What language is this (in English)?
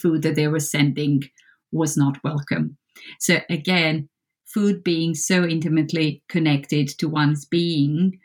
English